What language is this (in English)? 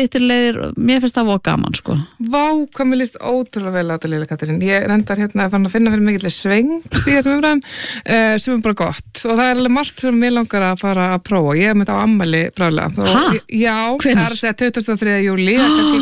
Icelandic